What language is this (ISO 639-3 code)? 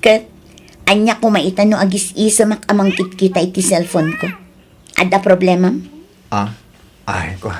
ilo